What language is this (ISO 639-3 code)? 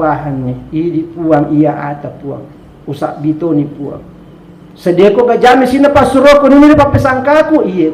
bug